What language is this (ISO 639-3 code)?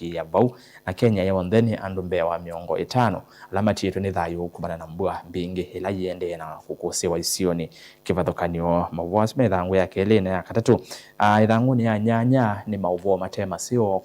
kam